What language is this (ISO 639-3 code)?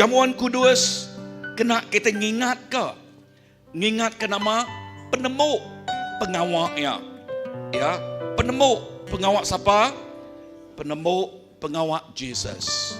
iba